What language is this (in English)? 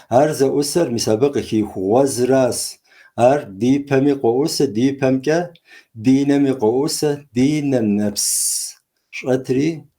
Kabardian